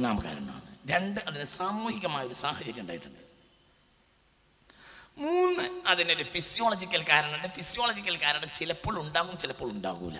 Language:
Malayalam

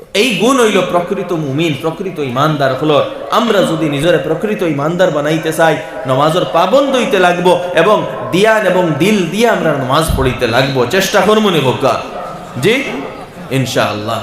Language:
Sylheti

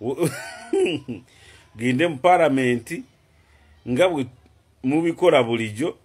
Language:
Ganda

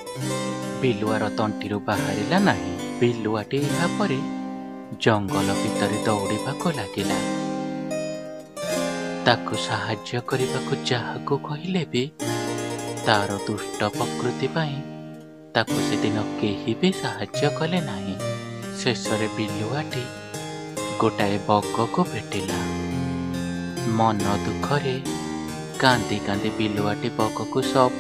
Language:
Odia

